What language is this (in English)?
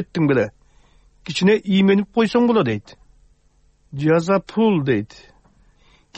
Kyrgyz